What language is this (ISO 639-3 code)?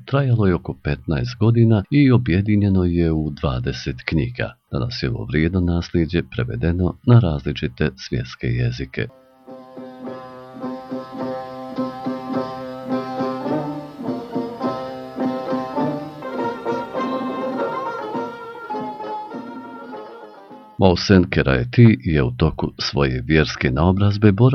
bos